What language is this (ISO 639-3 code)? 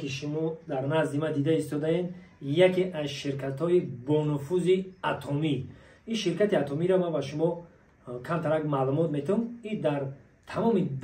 tgk